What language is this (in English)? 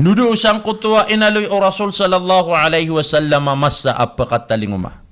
Maranao